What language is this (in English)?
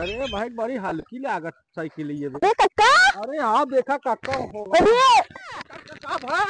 Awadhi